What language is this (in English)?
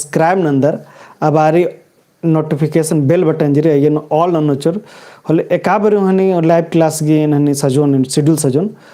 Kurukh